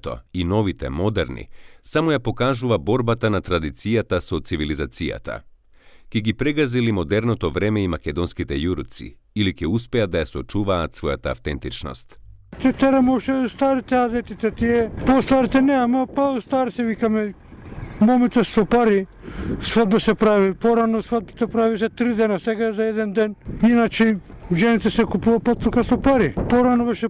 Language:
Macedonian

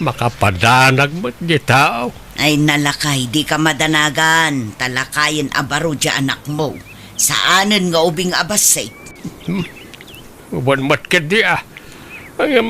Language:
Iloko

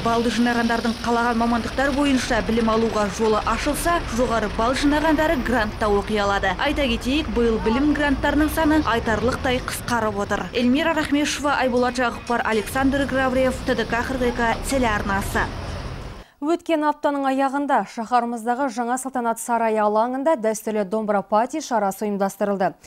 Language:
Kazakh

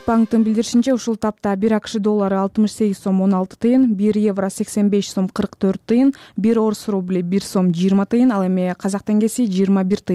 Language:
Kyrgyz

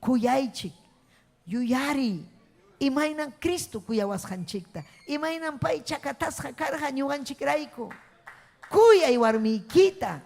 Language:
Ayacucho Quechua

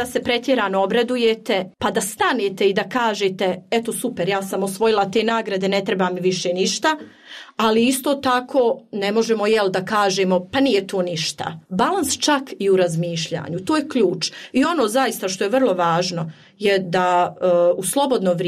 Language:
Croatian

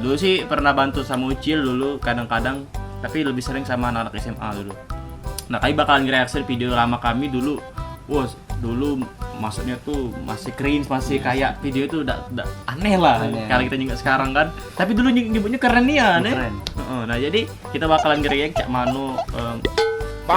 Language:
Musi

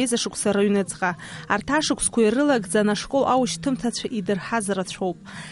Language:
Abkhazian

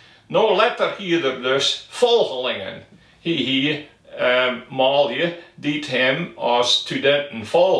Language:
Western Frisian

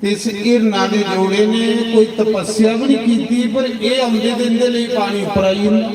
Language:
Dogri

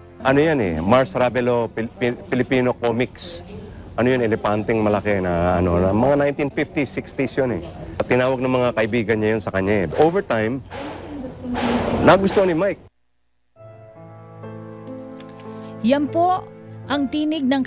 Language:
Filipino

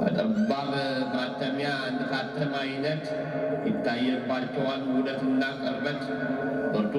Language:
Amharic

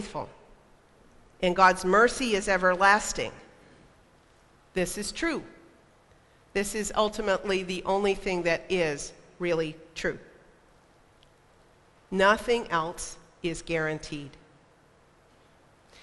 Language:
English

